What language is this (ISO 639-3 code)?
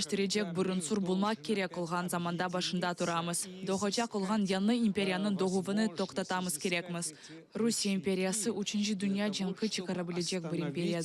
crh